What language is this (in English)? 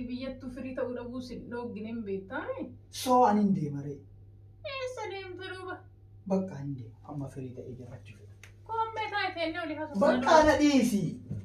Oromo